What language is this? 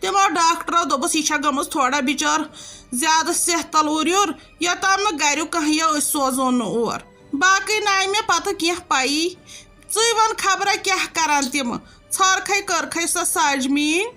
Kashmiri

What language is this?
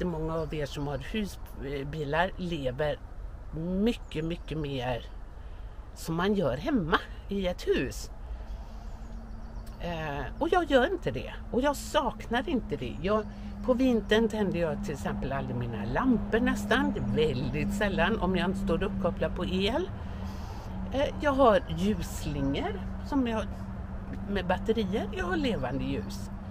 Swedish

